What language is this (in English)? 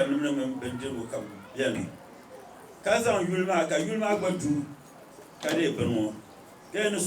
Dagbani